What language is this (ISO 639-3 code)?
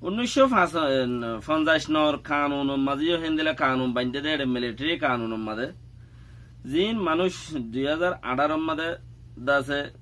rhg